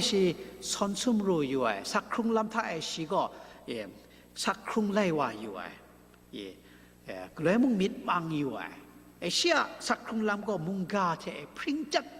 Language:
Kachin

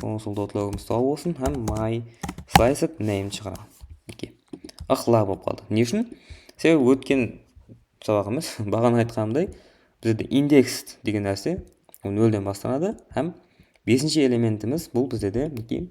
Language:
Kara-Kalpak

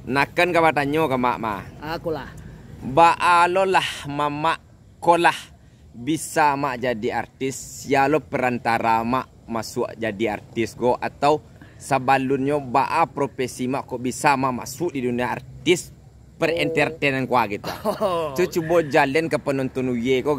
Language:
Minangkabau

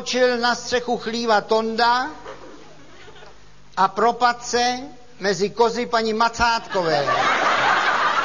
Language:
Czech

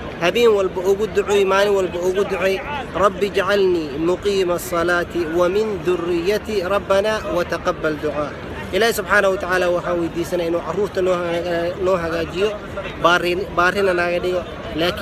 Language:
Somali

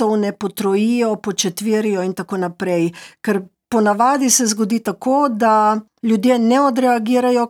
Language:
Slovenian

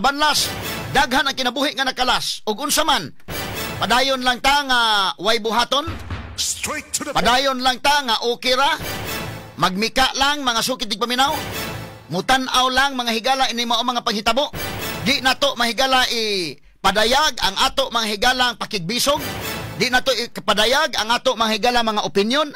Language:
Cebuano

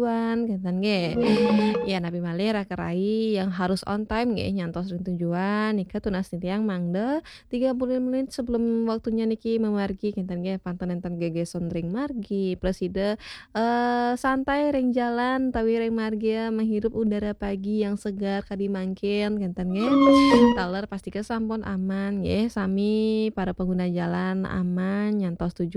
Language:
Balinese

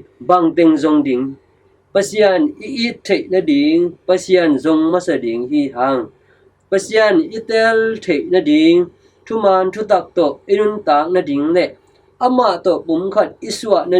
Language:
Tedim Chin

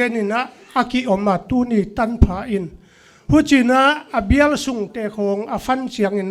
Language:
Paite Chin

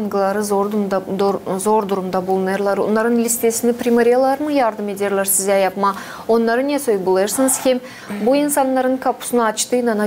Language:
Gagauz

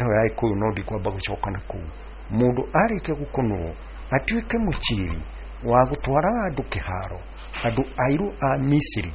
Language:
Kikuyu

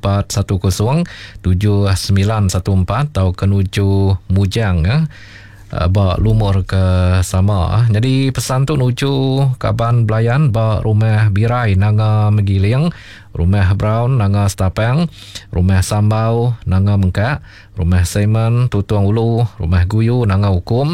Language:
Iban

